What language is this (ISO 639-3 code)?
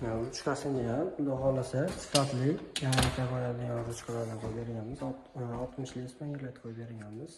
uzb